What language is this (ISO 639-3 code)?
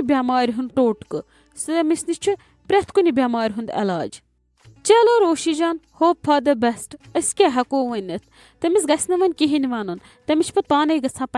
kas